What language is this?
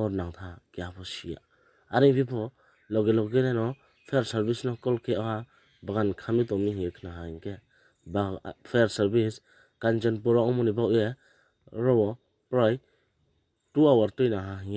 Riang (India)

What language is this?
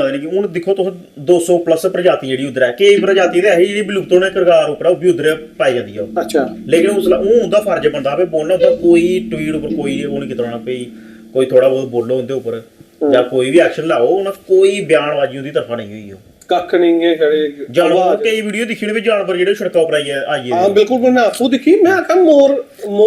Dogri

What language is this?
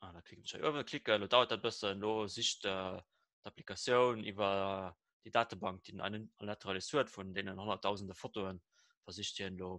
Luxembourgish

